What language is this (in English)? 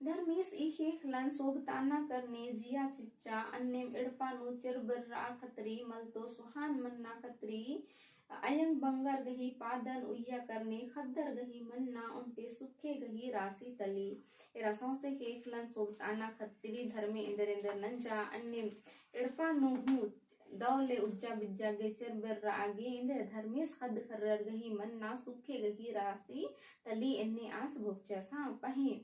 Kurukh